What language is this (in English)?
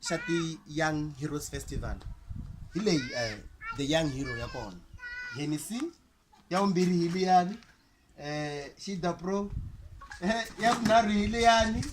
Tsonga